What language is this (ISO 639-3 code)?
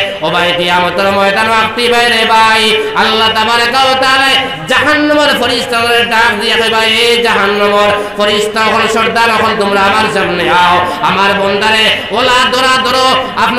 ben